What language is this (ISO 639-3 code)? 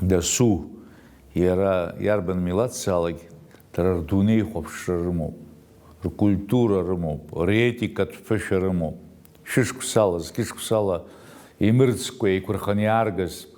abk